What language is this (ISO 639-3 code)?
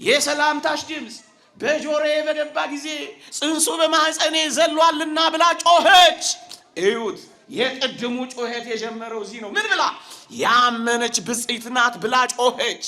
amh